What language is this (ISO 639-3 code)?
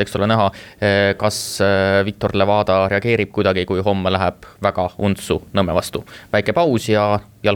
est